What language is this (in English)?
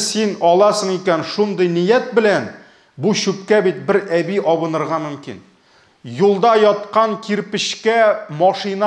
Tatar